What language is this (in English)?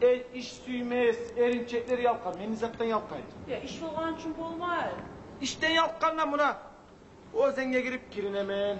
Kumyk